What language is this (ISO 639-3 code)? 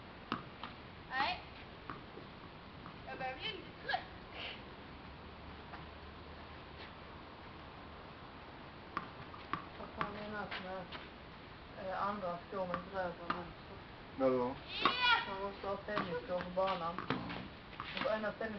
swe